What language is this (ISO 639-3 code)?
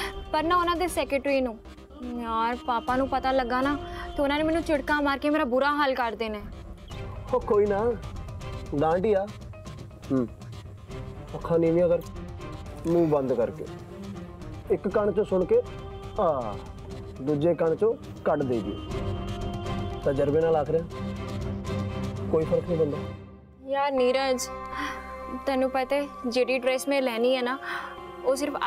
pan